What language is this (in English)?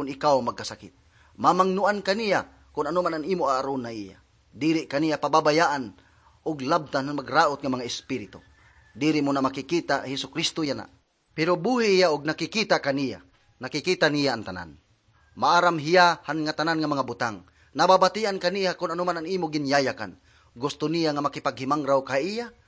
Waray